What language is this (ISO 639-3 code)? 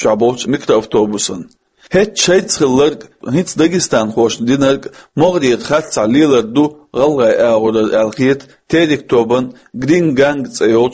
che